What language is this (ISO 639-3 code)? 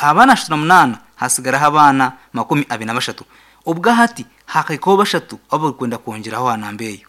nyn